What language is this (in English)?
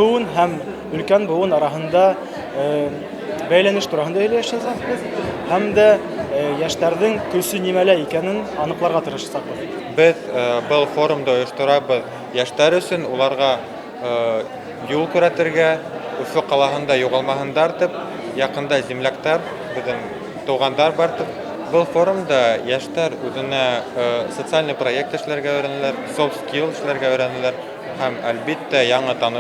Bashkir